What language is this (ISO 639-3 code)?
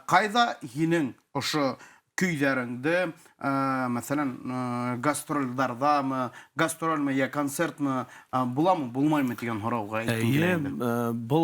bak